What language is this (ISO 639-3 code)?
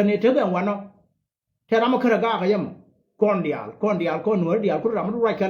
nus